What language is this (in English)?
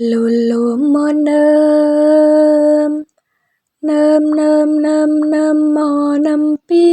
Javanese